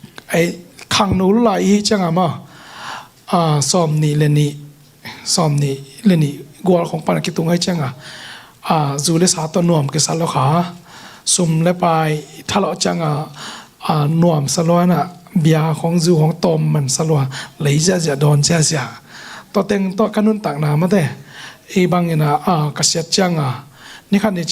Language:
Tedim Chin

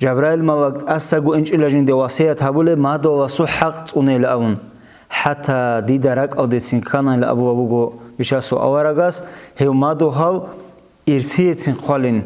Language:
Avaric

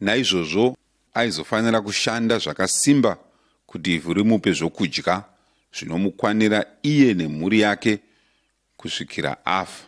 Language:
Shona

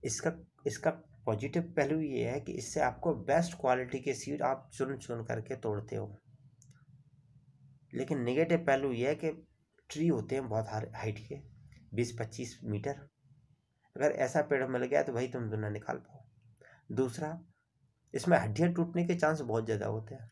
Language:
Hindi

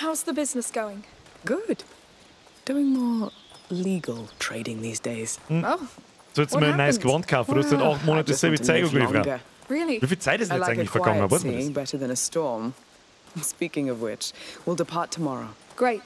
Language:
Bavarian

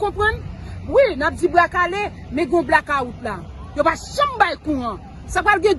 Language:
Haitian Creole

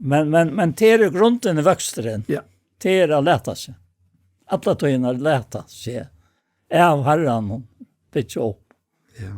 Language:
Faroese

